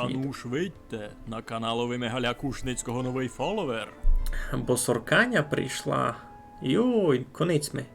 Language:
Rusyn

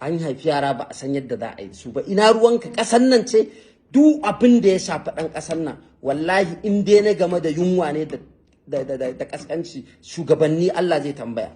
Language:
Hausa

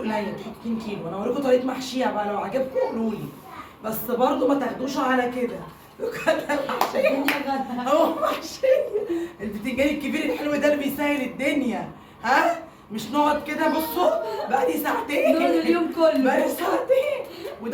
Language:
Egyptian Arabic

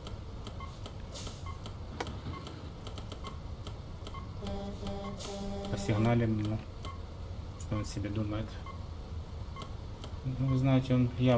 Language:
Russian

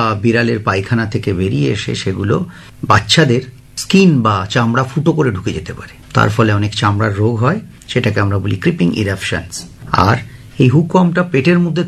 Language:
Bangla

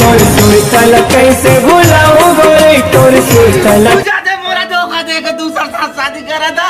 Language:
Chhattisgarhi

